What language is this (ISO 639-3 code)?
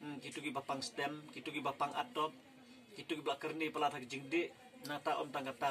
kha